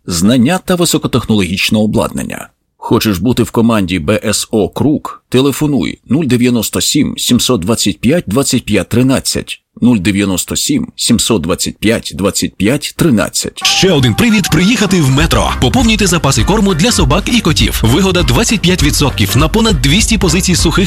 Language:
Ukrainian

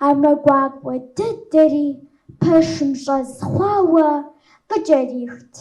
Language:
Kabardian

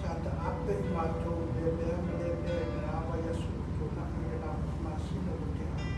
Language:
Samoan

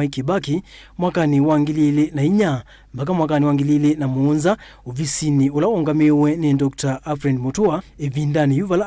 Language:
Kamba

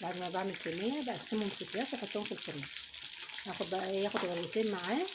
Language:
Egyptian Arabic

